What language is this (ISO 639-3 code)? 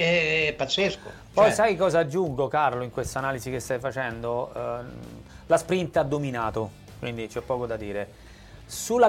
ita